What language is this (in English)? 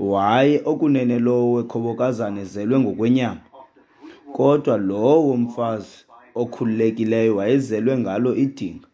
Xhosa